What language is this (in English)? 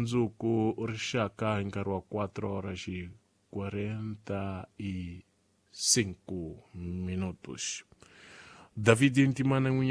Tsonga